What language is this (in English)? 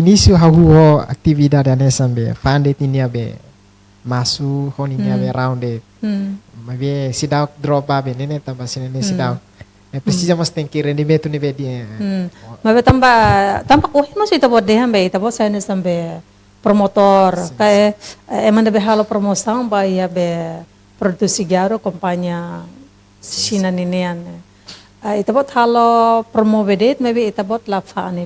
Tetum